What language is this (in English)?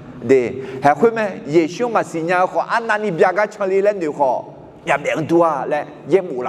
Akha